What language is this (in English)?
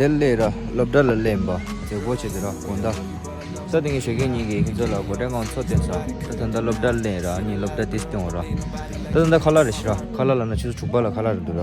Tibetan